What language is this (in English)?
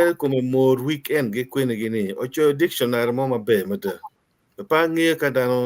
Acoli